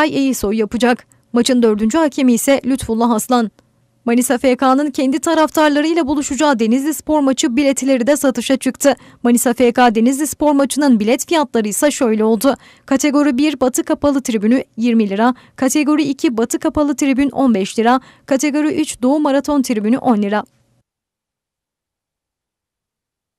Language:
Turkish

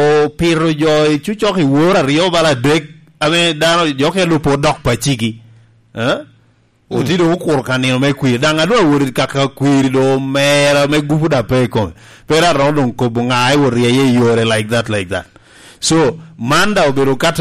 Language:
Lango (Uganda)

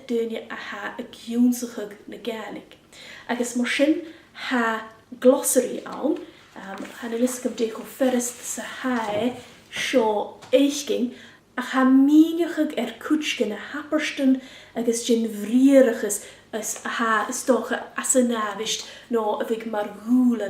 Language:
Scottish Gaelic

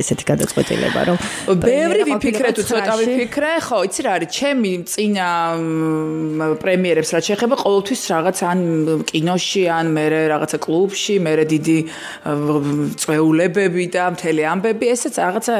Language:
Georgian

